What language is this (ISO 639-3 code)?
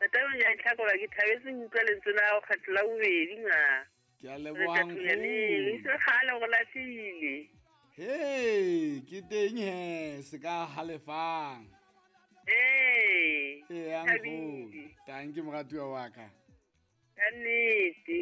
sot